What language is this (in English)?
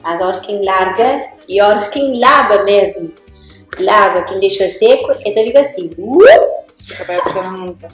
Kabuverdianu